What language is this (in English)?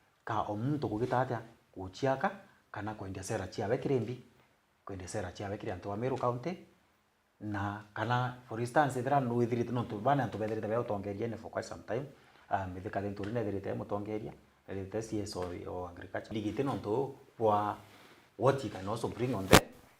Meru